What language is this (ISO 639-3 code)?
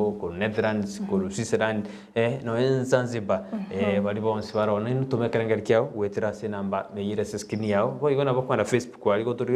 guz